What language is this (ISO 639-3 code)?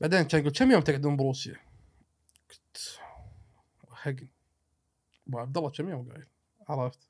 afb